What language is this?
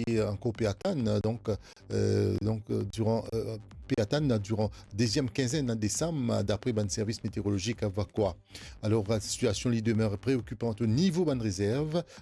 Morisyen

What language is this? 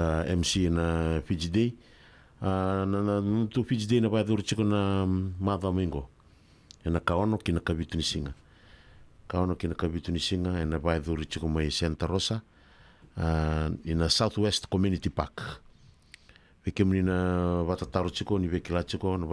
Fijian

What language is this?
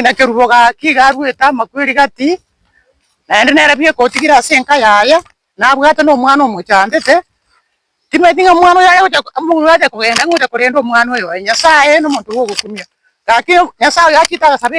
Gusii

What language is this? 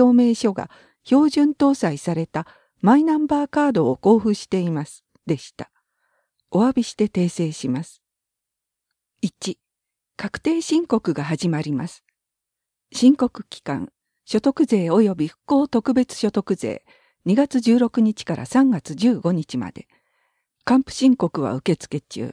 Japanese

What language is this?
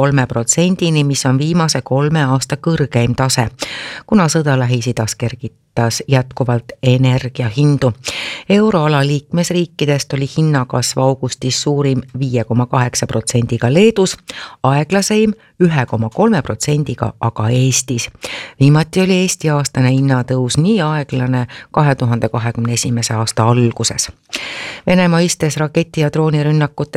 Estonian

